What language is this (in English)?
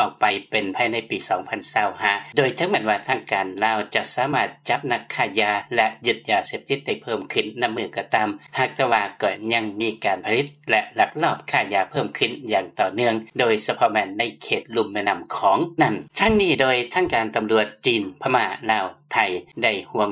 Lao